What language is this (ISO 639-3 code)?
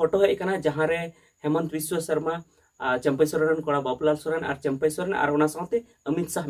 sat